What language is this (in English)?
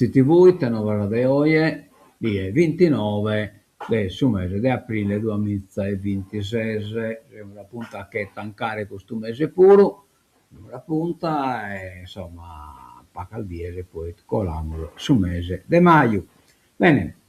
Sardinian